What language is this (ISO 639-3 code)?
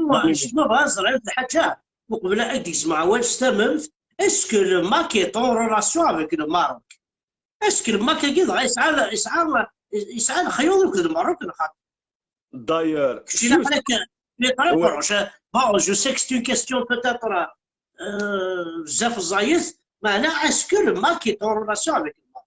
kab